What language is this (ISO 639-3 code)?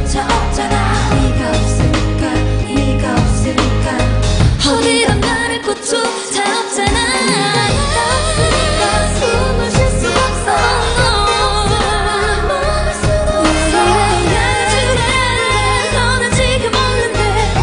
kor